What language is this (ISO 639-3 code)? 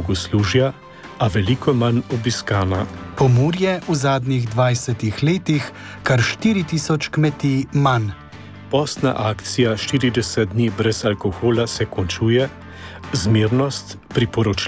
slv